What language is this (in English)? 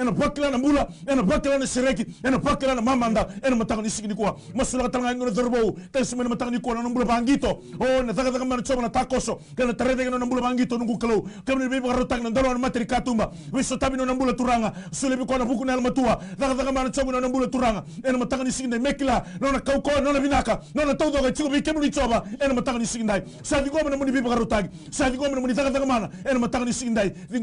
Fijian